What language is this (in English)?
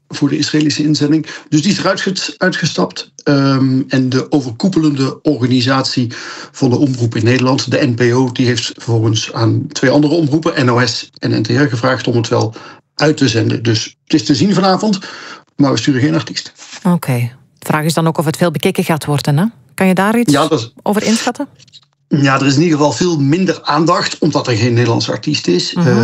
Dutch